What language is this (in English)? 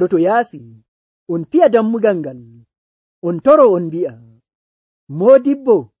Nigerian Fulfulde